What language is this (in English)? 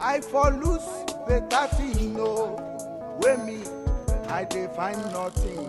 Nigerian Pidgin